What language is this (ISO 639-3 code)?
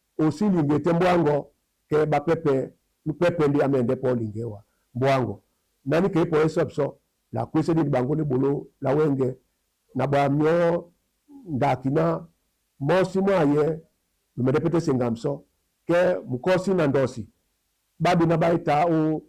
dua